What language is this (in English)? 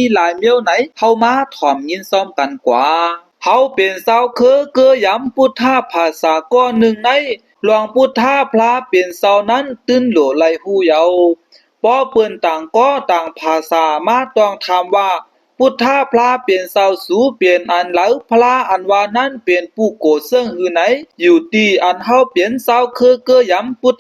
Shan